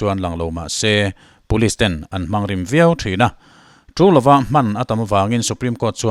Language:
Mizo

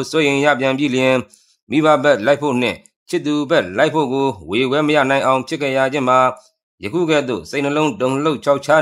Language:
Burmese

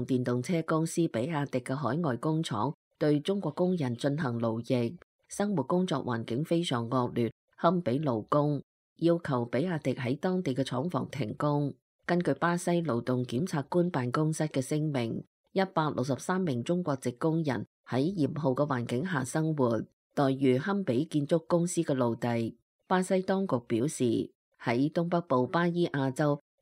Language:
Cantonese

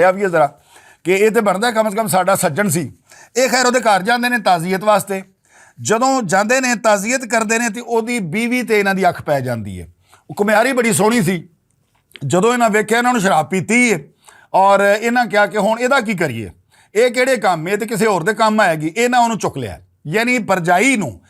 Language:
Western Panjabi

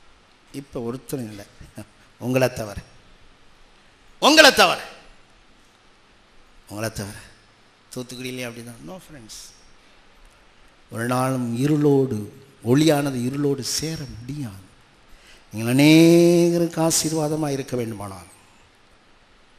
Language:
Tamil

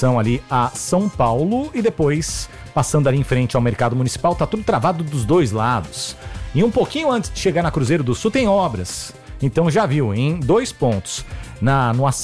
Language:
Portuguese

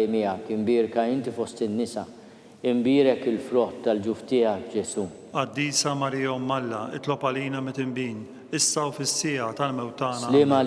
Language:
Maltese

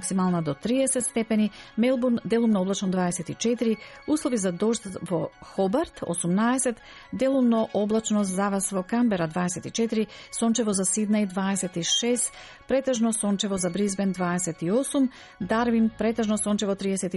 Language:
Macedonian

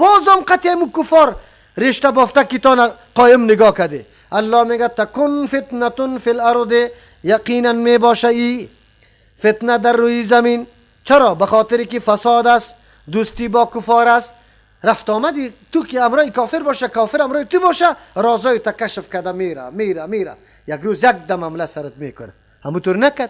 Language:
Persian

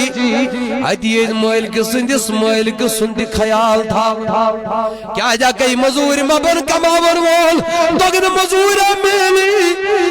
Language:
Kashmiri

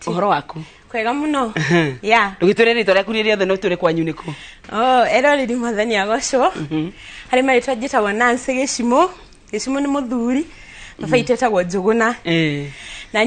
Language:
Kikuyu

